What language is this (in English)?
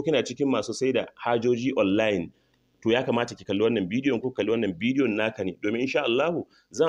Hausa